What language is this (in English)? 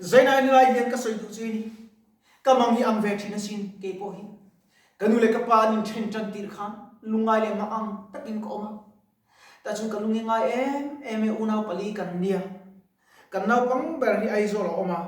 Mizo